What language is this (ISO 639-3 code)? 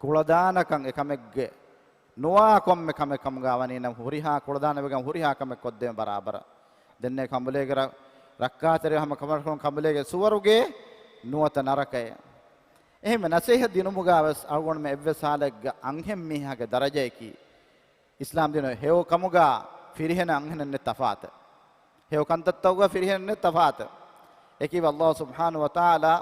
div